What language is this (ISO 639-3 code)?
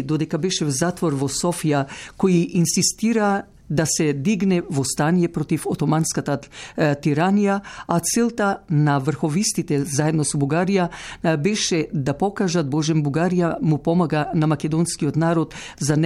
mkd